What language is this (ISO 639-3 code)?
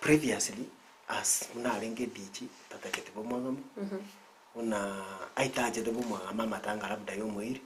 guz